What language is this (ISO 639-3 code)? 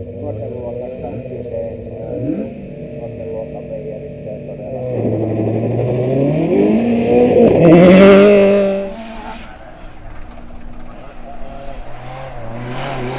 fin